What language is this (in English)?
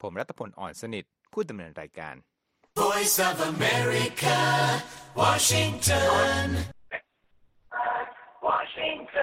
Thai